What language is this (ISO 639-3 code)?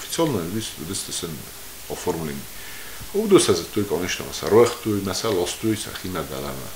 oss